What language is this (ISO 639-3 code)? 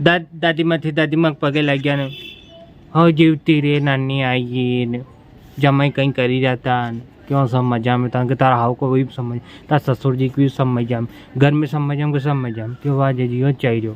raj